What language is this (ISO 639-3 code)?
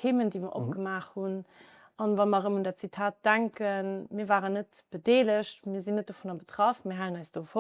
ltz